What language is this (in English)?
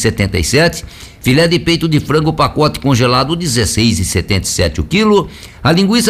Portuguese